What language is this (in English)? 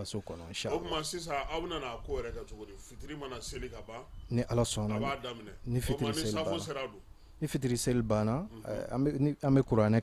Bambara